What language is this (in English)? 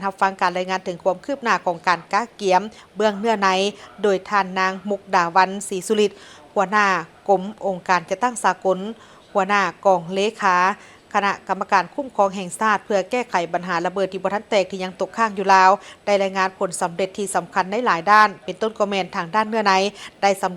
Lao